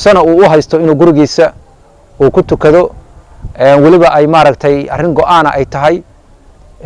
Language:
Somali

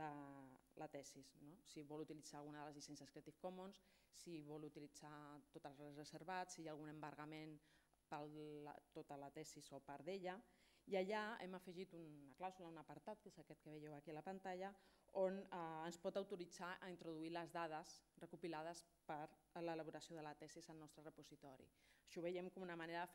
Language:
Catalan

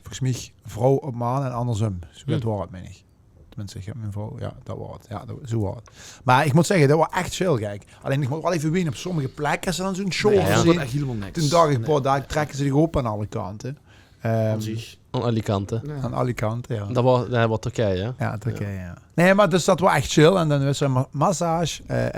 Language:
Limburgish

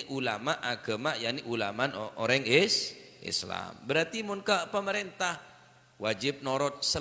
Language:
Madurese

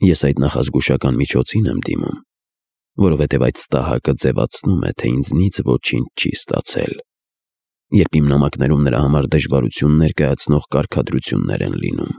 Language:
Armenian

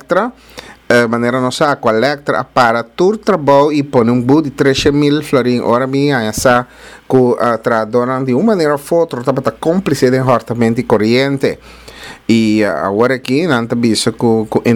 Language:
Papiamento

